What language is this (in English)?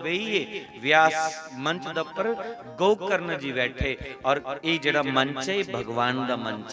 Dogri